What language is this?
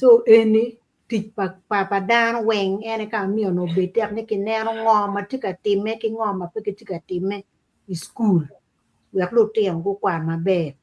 Acoli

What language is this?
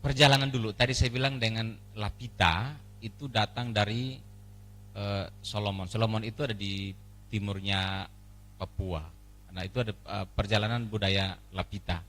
Tetum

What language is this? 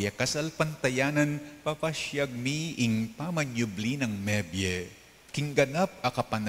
Pampanga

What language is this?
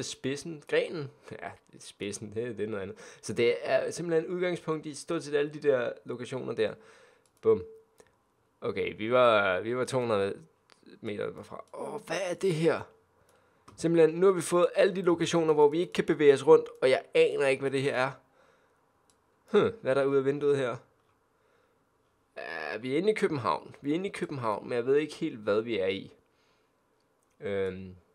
Danish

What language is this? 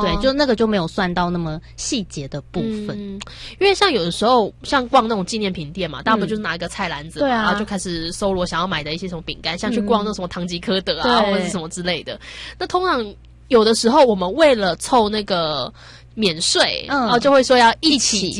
Chinese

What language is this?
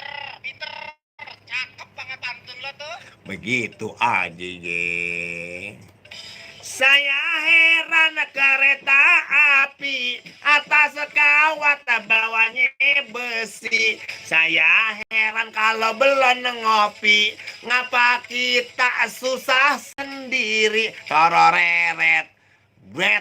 Betawi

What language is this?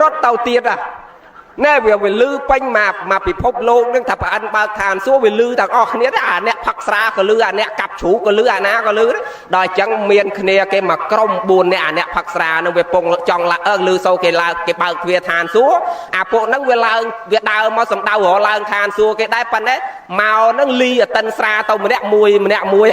Khmer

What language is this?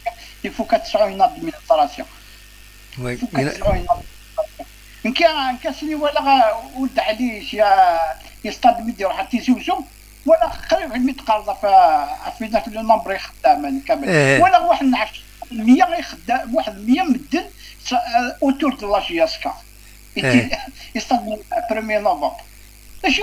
Kabyle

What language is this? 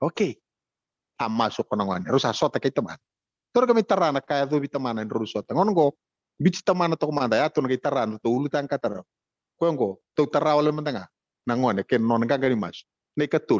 Fijian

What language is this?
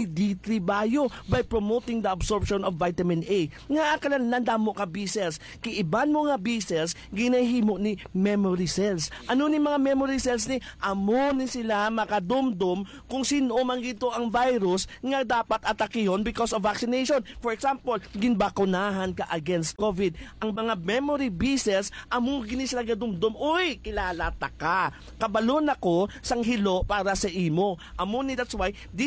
Hiligaynon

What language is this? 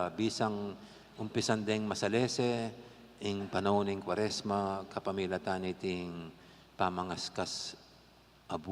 Pampanga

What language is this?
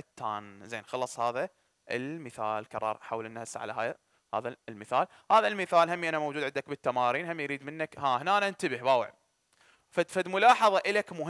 Mesopotamian Arabic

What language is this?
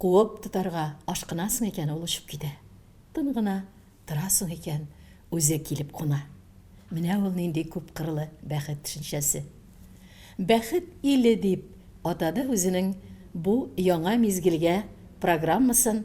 Tatar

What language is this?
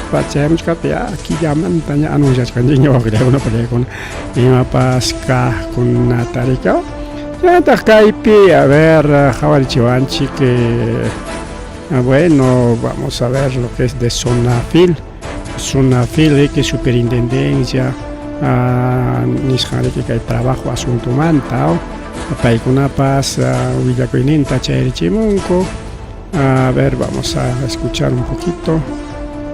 Ayacucho Quechua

